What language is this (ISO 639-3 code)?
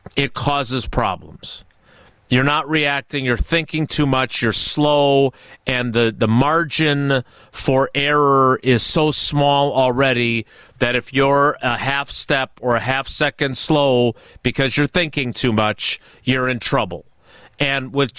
eng